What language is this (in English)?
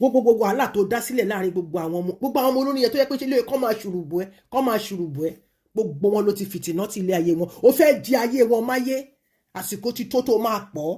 Yoruba